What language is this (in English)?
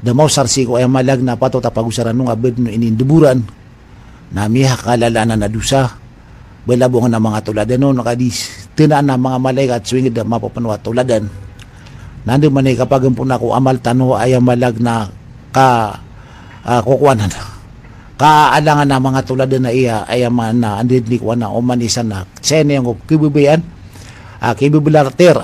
Maranao